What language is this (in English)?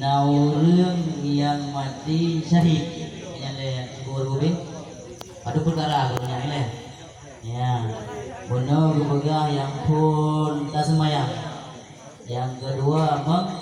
Achinese